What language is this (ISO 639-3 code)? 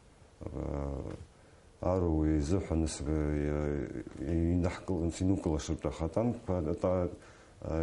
abk